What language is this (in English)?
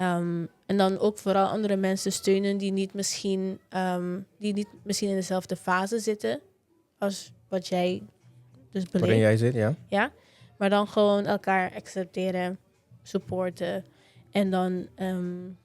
Papiamento